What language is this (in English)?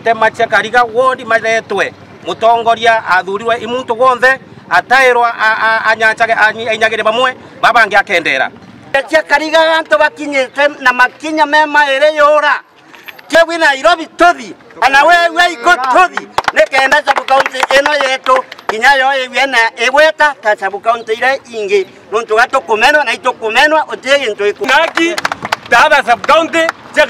Meru